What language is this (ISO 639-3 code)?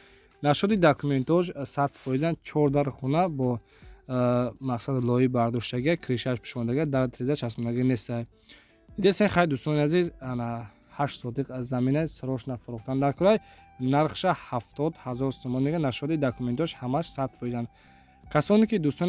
tgk